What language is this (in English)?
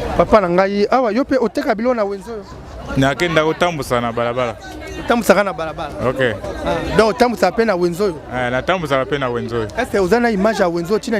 Lingala